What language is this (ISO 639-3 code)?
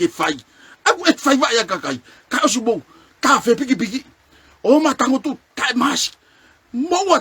ton